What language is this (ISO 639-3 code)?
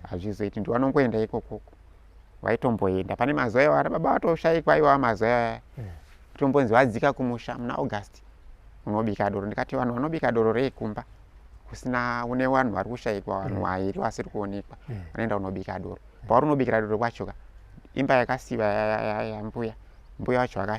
sna